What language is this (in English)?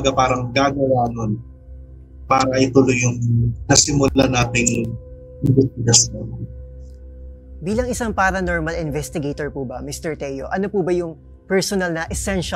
Filipino